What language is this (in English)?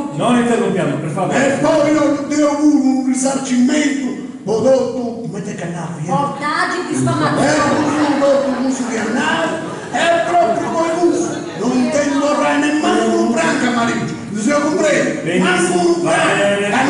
Sardinian